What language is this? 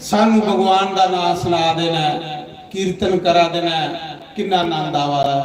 Dogri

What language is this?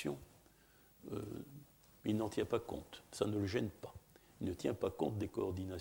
French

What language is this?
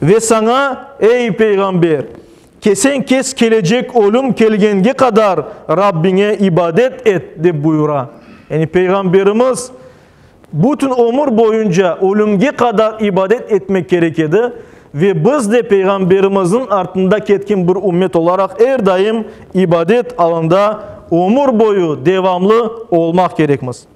Crimean Tatar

